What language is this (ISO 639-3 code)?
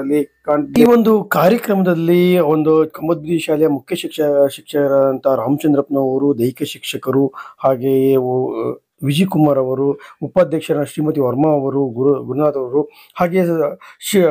kan